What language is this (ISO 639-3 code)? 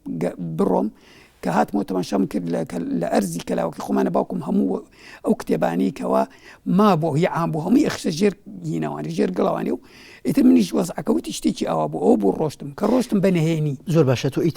ckb